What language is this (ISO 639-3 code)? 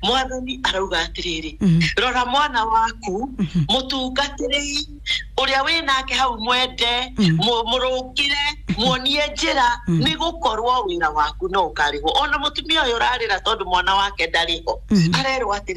kik